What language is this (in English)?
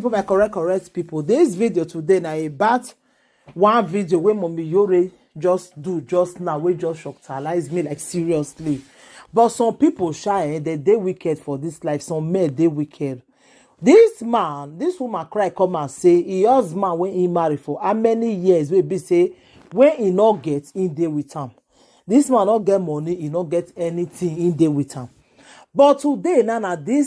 Nigerian Pidgin